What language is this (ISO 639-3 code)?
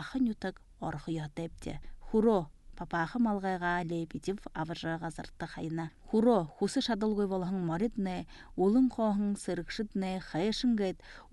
bua